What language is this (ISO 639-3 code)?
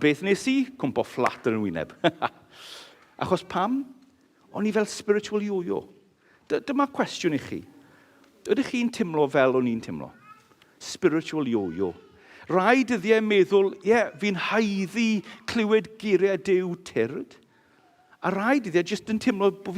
cym